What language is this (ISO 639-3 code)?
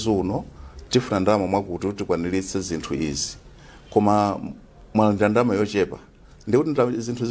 nya